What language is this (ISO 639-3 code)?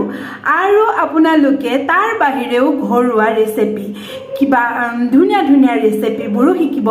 asm